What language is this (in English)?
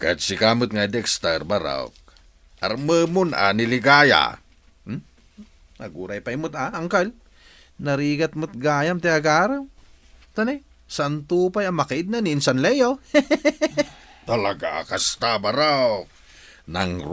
Iloko